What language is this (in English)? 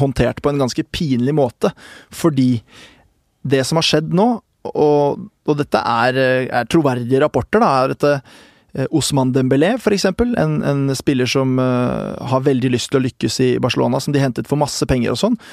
Norwegian